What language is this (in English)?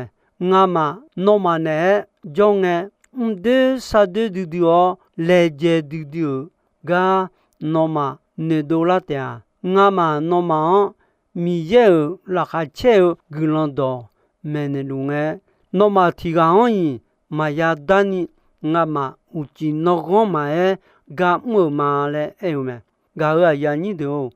Akha